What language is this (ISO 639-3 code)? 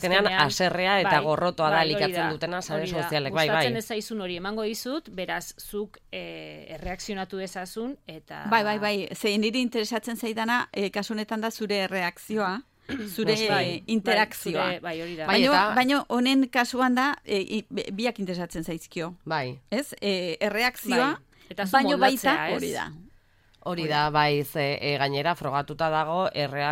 eus